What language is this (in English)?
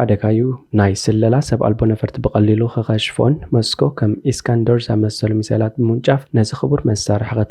Tigrinya